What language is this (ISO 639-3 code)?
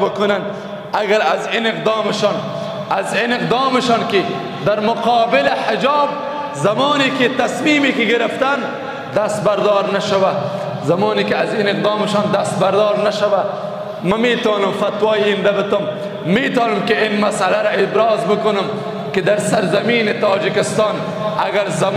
fas